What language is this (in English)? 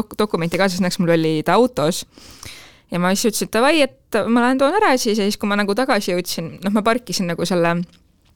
Estonian